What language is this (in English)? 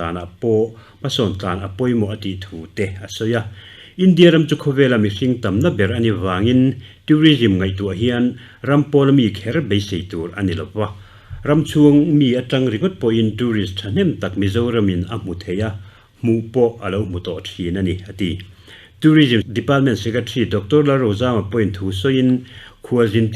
Mizo